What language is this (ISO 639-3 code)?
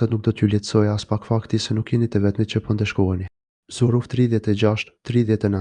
sqi